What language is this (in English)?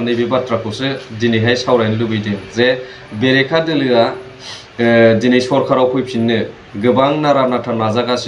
Bodo